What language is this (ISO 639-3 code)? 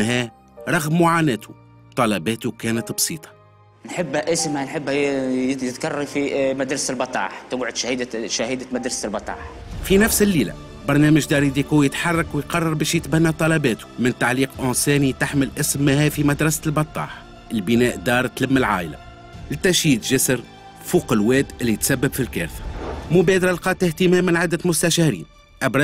aeb